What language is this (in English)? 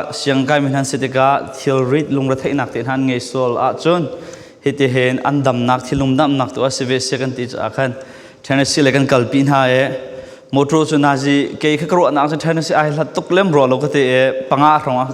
Falam Chin